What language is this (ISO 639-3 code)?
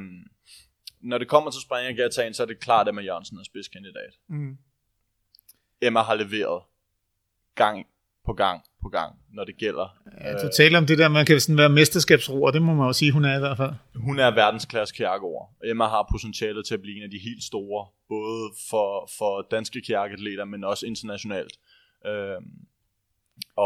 dan